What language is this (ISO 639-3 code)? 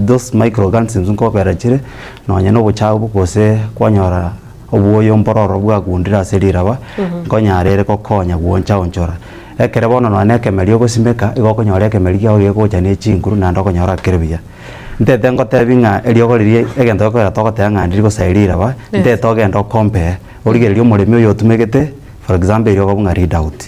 guz